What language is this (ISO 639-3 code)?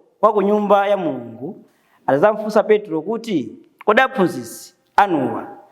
nya